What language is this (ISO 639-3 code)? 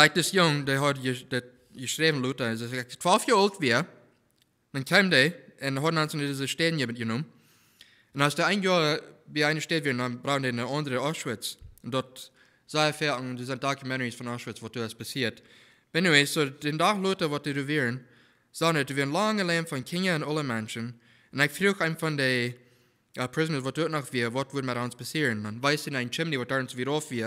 pdt